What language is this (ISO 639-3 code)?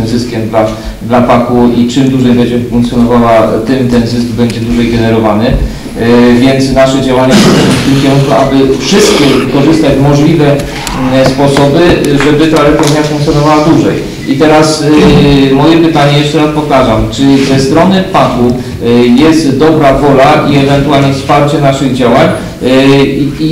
pol